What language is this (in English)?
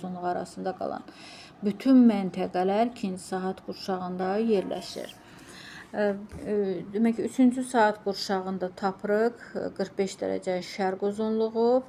Azerbaijani